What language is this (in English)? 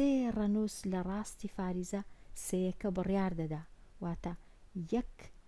Central Kurdish